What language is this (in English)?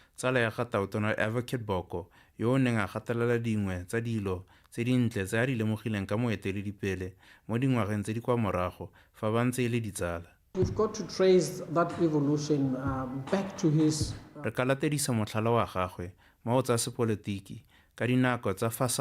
Tswana